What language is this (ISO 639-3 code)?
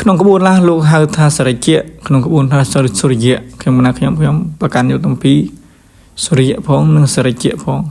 khm